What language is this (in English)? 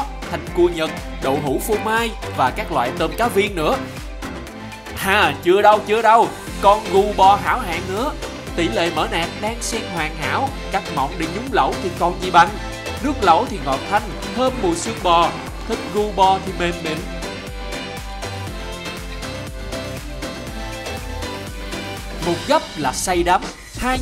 Vietnamese